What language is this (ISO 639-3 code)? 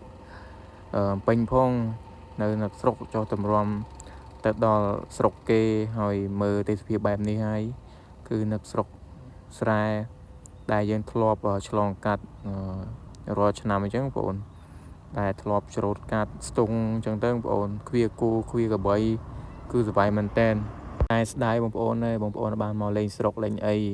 khm